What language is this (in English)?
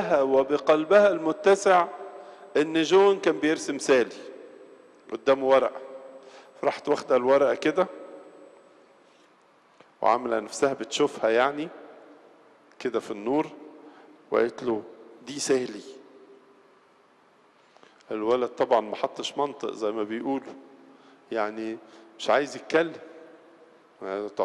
Egyptian Arabic